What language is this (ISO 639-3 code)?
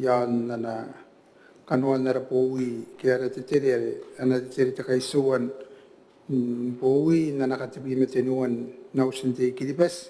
gil